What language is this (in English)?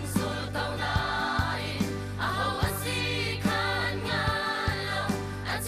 Hakha Chin